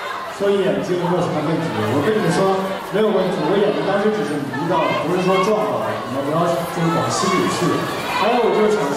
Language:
Chinese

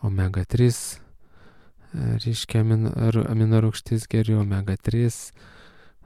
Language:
Lithuanian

